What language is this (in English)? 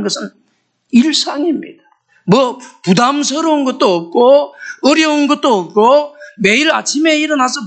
Korean